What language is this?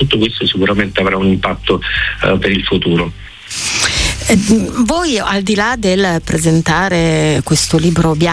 Italian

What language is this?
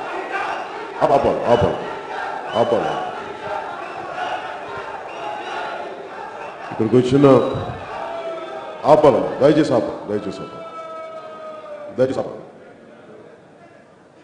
Telugu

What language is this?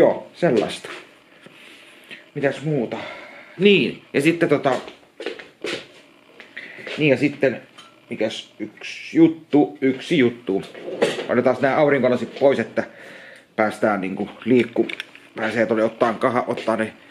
Finnish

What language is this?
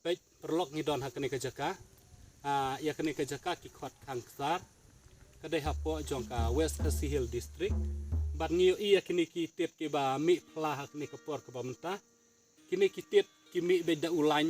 Khasi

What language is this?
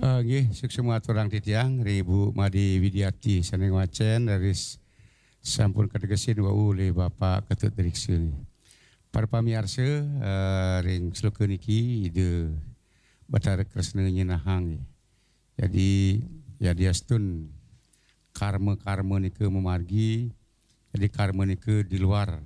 Balinese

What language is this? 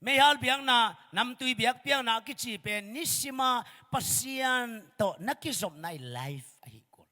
Tedim Chin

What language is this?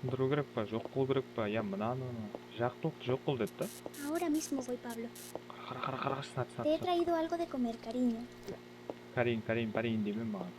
Kara-Kalpak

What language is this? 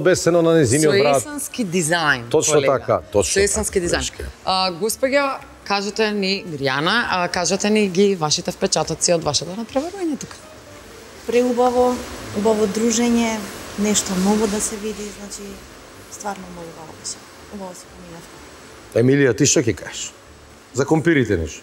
Macedonian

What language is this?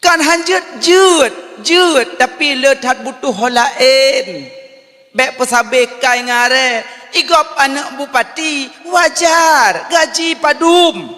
Achinese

